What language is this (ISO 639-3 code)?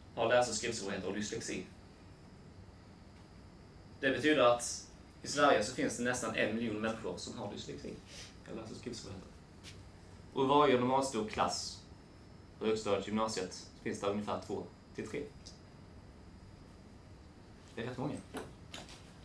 swe